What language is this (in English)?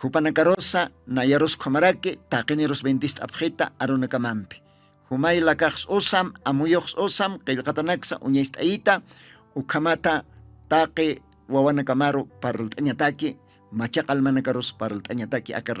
Aymara